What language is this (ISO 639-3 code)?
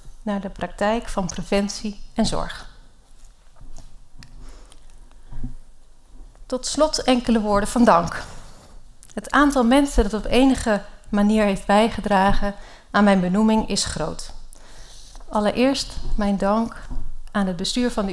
nld